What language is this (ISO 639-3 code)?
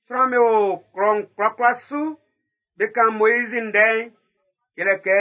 bci